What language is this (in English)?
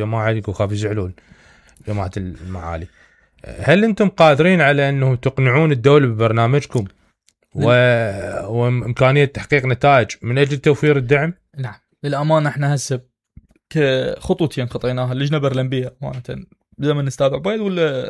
Mesopotamian Arabic